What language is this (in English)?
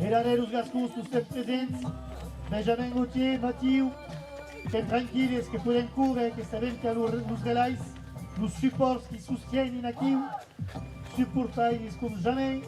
Occitan